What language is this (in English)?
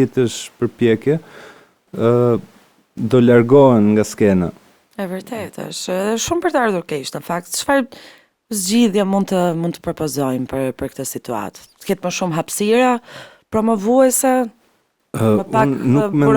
Albanian